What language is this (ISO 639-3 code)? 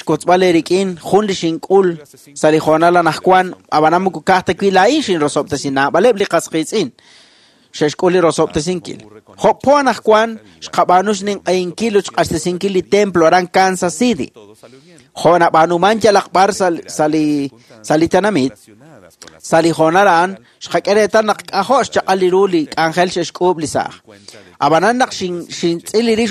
kek